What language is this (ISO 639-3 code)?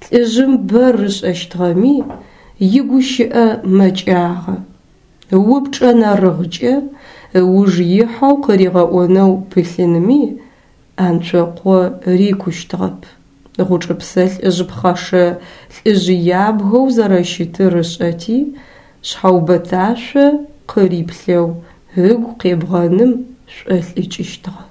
ady